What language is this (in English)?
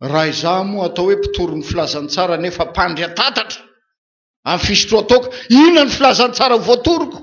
Malagasy